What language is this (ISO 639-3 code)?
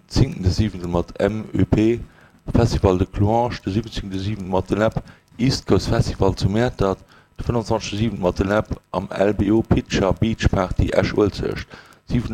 ltz